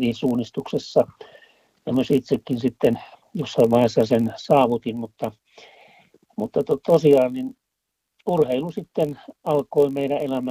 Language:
Finnish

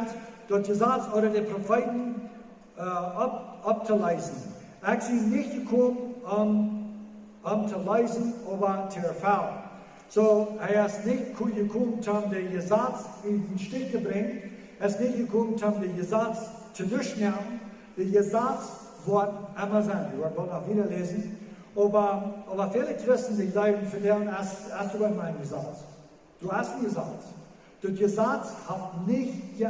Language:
Plautdietsch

